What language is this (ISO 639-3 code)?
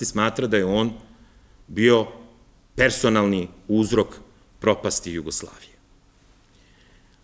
srp